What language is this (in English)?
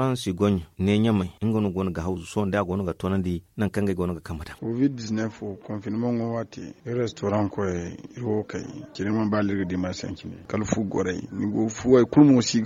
Zarma